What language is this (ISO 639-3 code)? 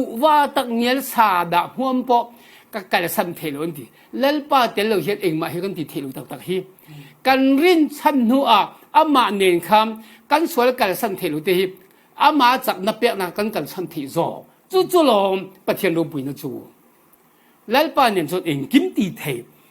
cfm